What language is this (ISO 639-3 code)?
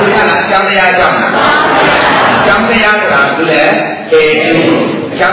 mya